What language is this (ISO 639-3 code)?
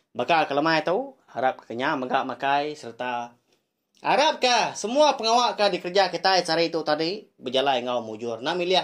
iba